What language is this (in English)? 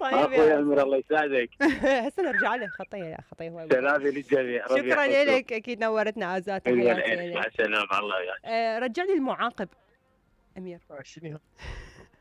Mesopotamian Arabic